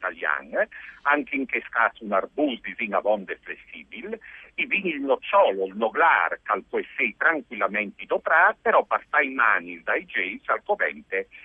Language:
Friulian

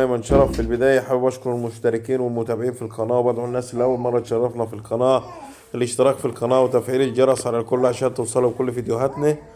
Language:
Egyptian Arabic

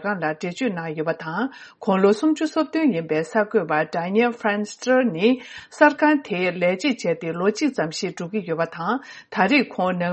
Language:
Tibetan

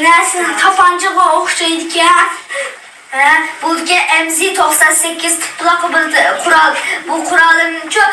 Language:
Uyghur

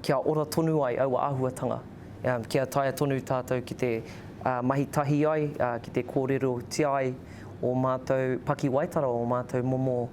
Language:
Māori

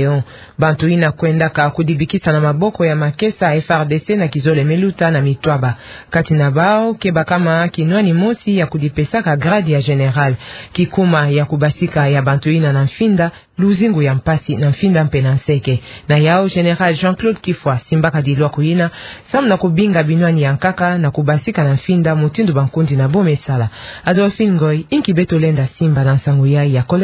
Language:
Kituba (Democratic Republic of Congo)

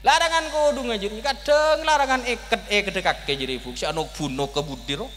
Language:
Madurese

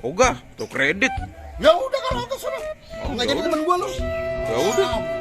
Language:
Betawi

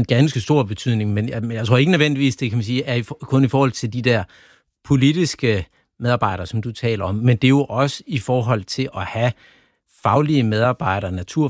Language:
Danish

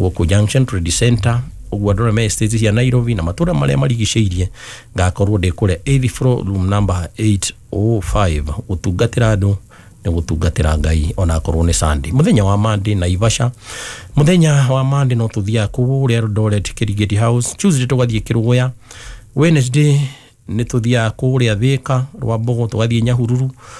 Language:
Kikuyu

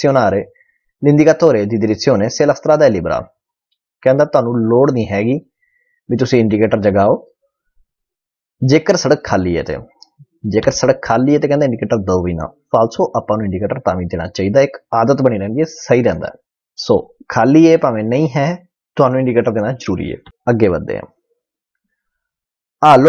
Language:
Punjabi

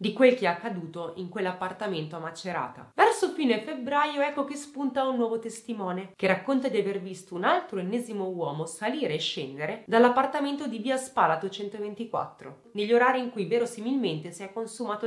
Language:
Italian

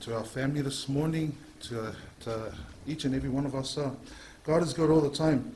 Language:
Samoan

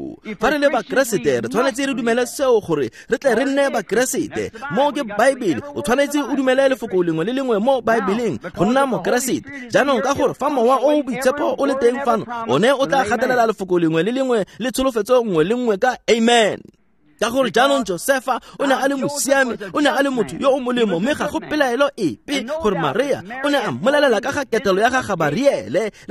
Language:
Tswana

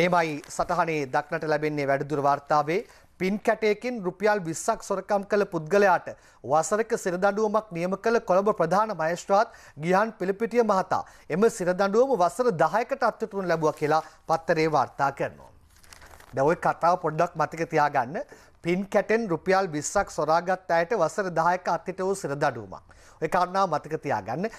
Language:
Sinhala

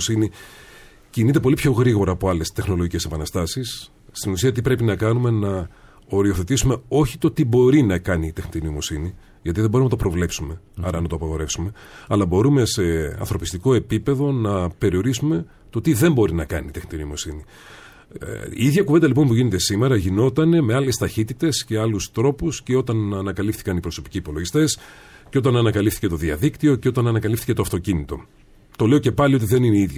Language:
Greek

